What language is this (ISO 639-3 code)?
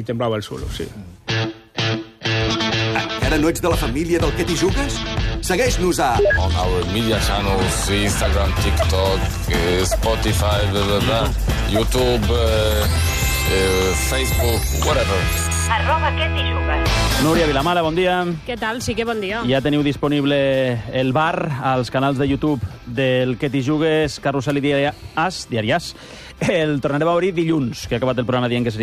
cat